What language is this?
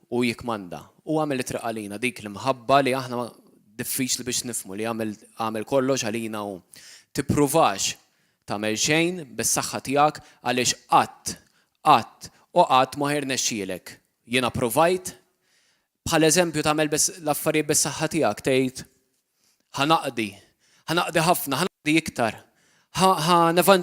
Maltese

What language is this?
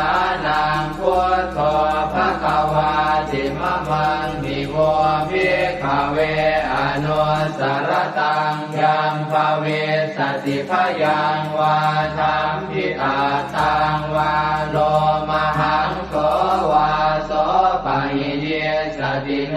Pali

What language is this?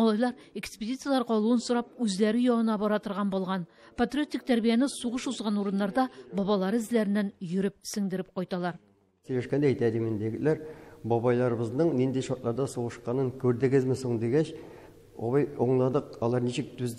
Tatar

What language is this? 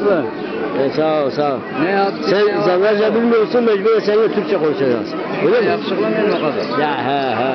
Zaza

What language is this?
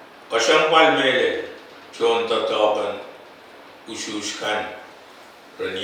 Pohnpeian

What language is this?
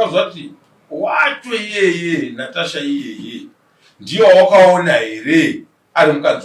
Shona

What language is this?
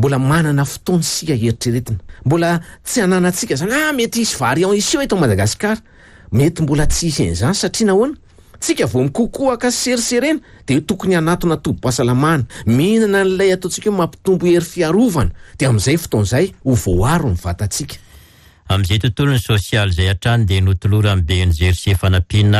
Malagasy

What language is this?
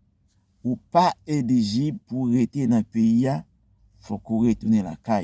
Haitian Creole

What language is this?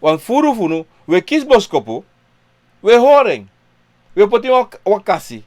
Sranan Tongo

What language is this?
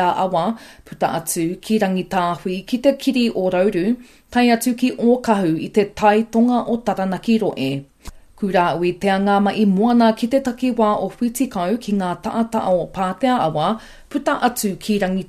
Māori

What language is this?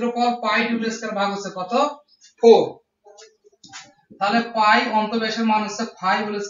Bangla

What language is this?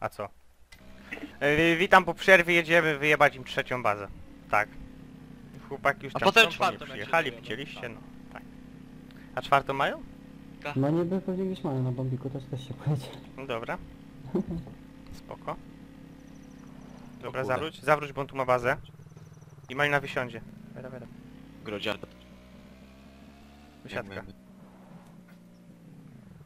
Polish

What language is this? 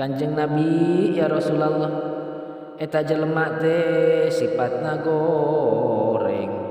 Sundanese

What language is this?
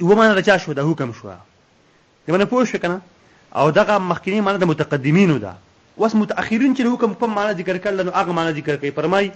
Pashto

